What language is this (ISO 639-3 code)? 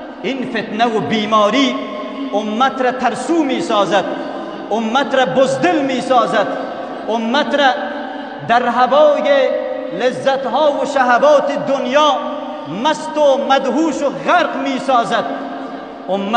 fas